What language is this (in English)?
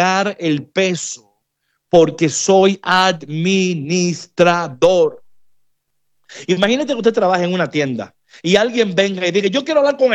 Spanish